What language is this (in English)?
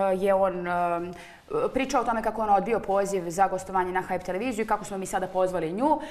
Serbian